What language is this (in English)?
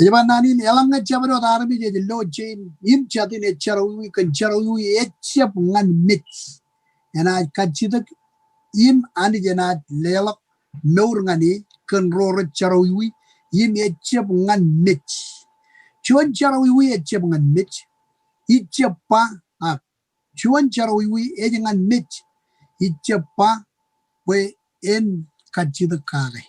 Marshallese